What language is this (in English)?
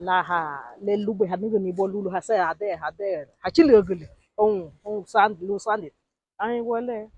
Garifuna